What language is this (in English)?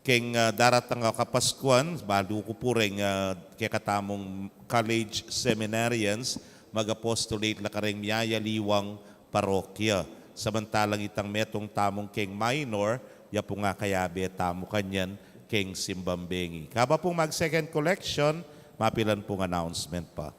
Pampanga